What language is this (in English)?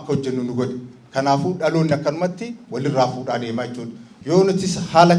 Oromo